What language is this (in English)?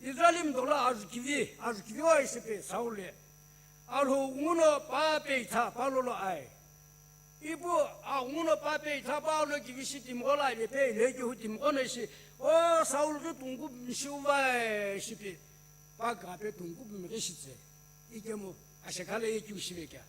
Sumi Naga